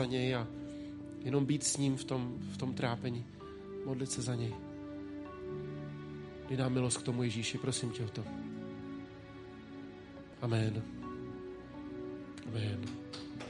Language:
Czech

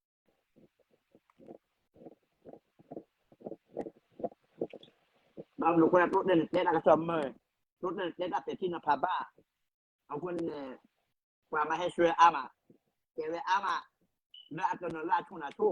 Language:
S'gaw Karen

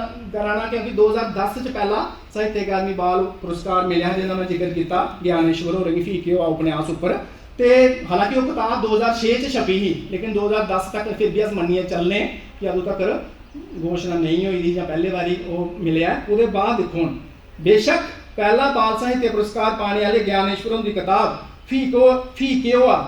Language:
Dogri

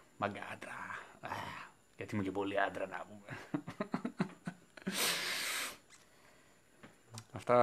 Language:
Greek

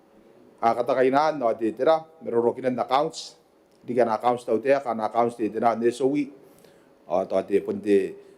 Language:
Gilbertese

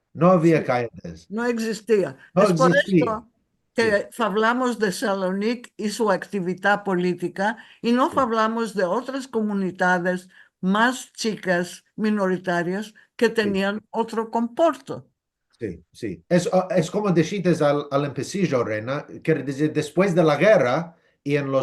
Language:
Ladino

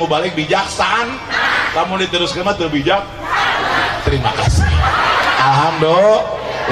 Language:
Sundanese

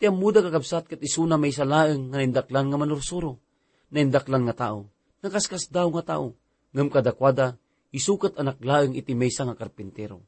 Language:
Iloko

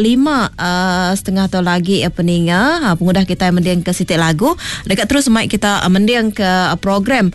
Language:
Iban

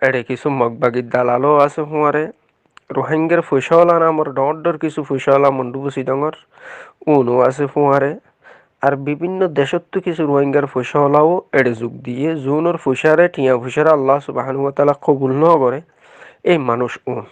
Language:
Rohingya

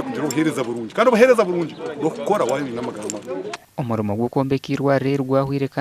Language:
Nyankole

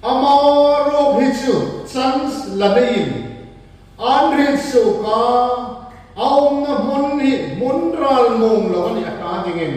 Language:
Hmar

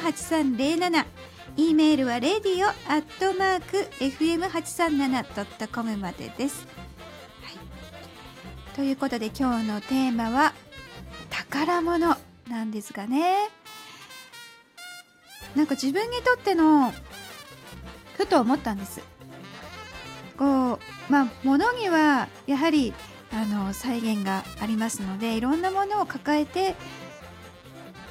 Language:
Japanese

